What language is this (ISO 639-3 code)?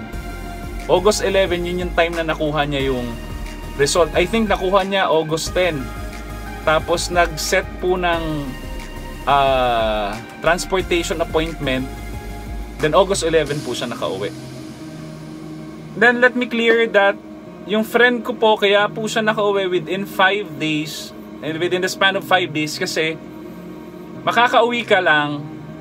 fil